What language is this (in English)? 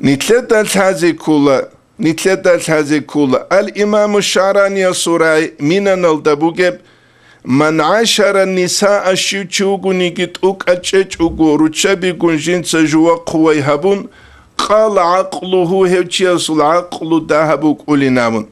Avaric